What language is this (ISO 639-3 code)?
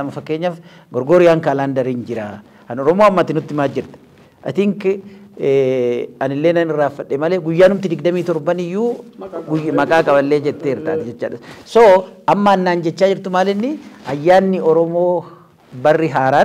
orm